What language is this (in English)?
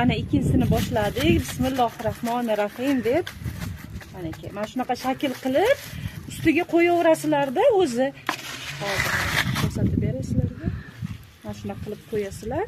Uzbek